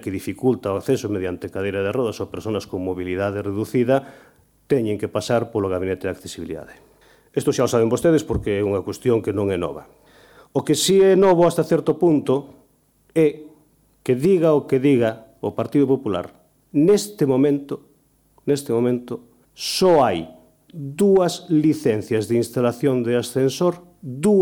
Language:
Galician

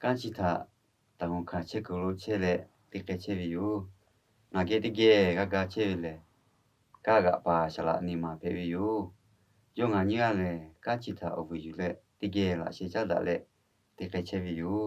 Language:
Lahu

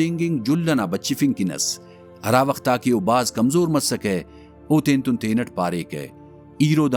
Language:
Brahui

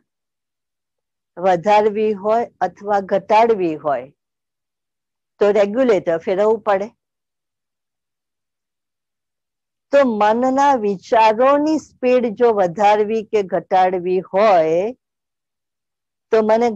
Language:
Gujarati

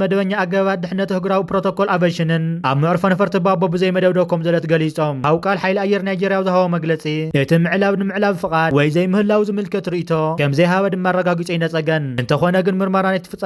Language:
Tigrinya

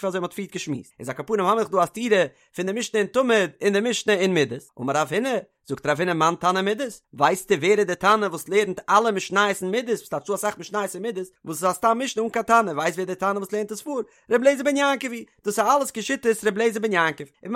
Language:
Yiddish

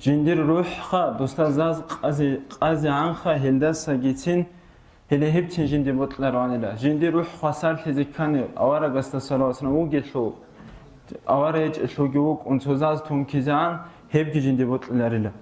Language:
Avaric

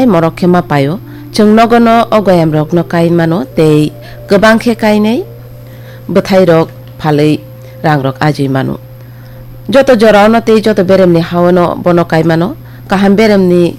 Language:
Kok Borok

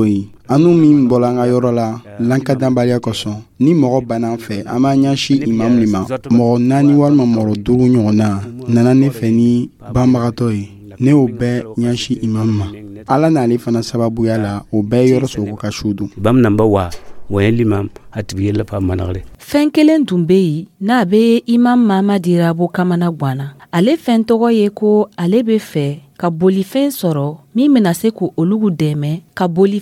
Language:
Dyula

